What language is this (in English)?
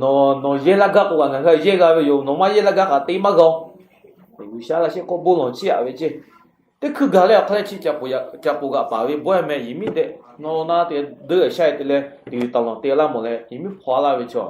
Lahu